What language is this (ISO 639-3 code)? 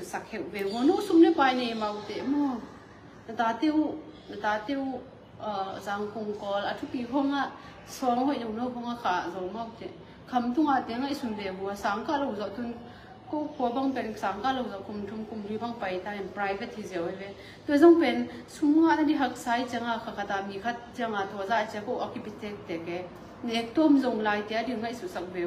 ctd